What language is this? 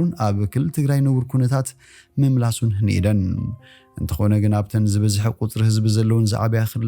Tigrinya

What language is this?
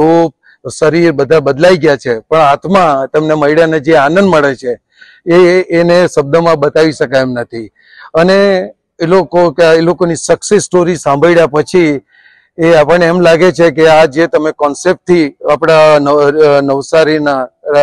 Gujarati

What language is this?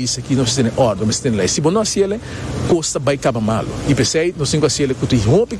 Papiamento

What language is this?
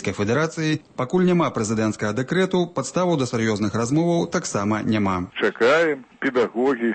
Belarusian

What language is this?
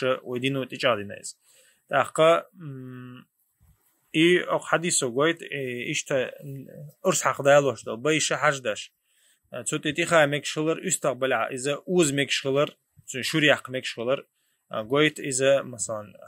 Chechen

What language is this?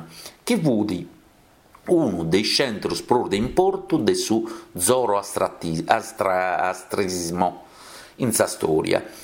Sardinian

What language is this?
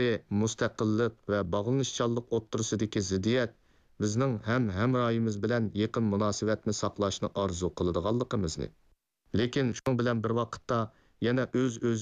Uyghur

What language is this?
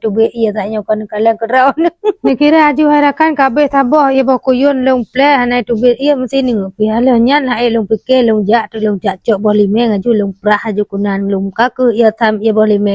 Achinese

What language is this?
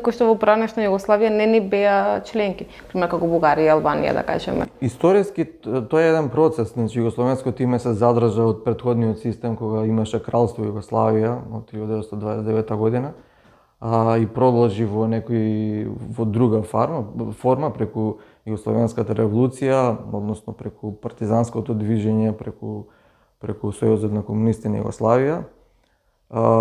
Macedonian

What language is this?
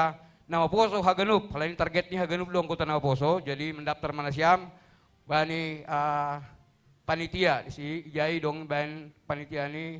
Batak Simalungun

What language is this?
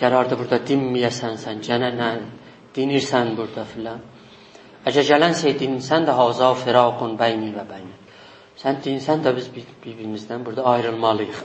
South Azerbaijani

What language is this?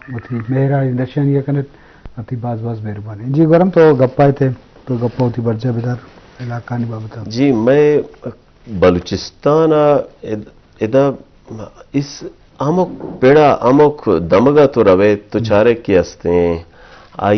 Eastern Balochi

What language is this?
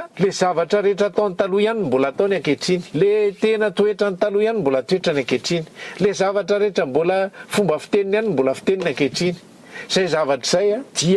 Malagasy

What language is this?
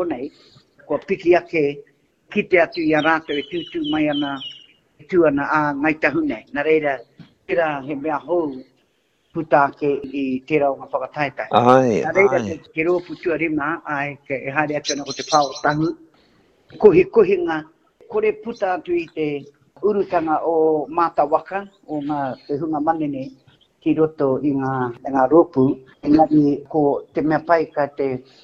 Māori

